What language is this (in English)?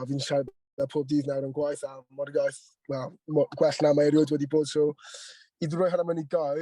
Welsh